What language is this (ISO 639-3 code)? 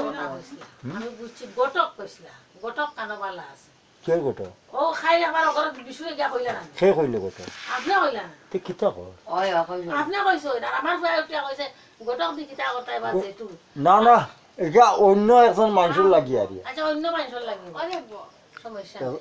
syl